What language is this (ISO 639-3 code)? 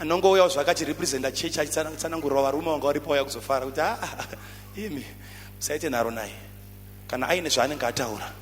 sna